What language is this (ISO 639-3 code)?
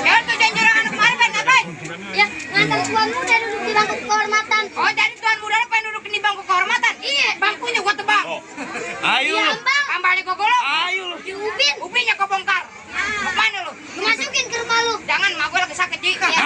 bew